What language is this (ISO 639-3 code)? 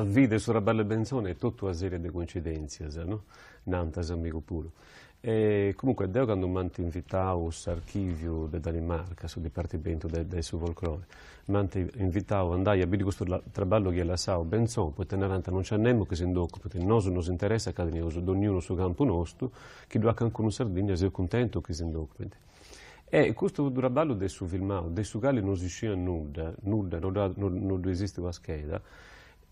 srd